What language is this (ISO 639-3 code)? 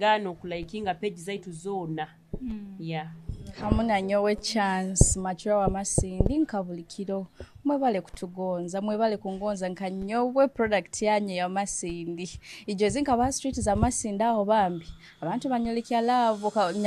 nyo